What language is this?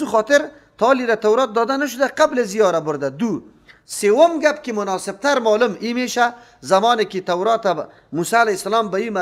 Persian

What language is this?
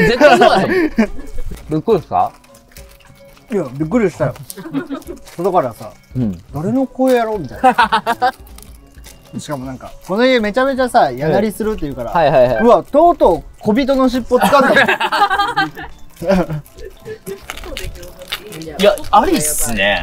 Japanese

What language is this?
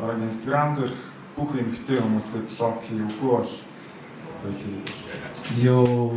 Mongolian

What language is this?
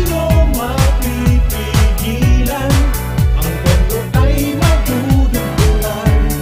Bikol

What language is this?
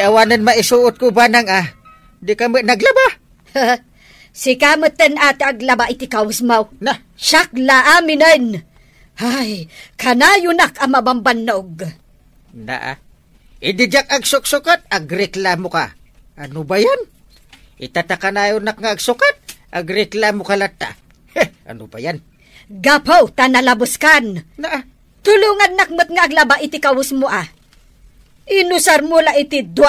Iloko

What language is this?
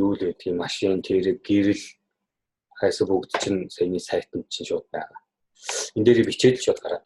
Mongolian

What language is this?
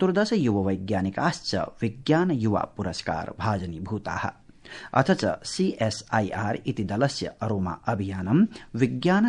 Sanskrit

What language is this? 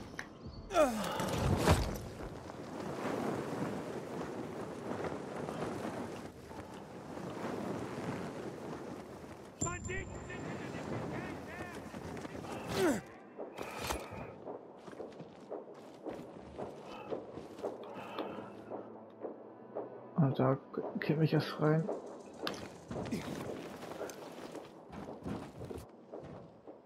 German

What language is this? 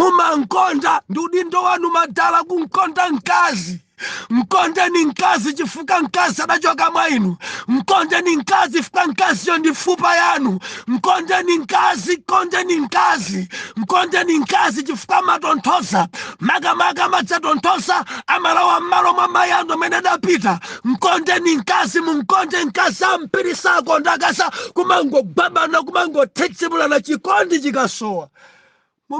Nyanja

